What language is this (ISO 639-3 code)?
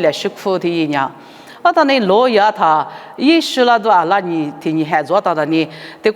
lis